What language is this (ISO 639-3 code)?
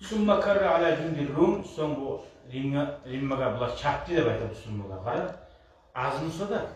kum